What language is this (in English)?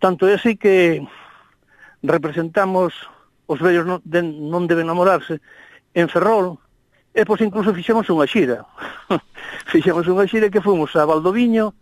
Galician